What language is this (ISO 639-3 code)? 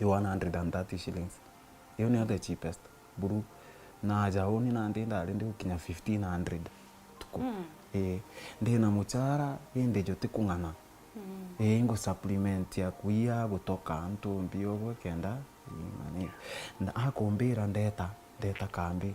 mer